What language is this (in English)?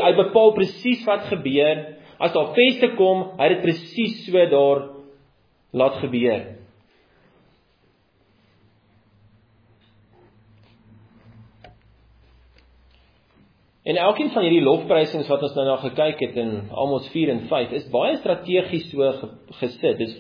Afrikaans